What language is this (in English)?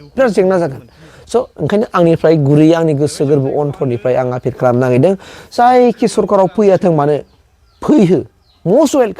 Bodo